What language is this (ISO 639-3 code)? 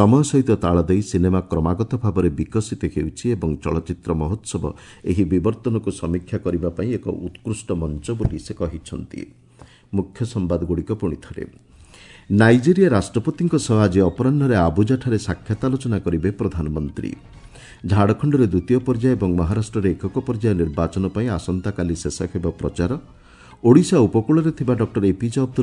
ori